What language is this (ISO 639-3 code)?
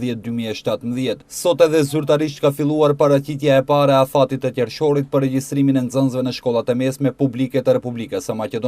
sqi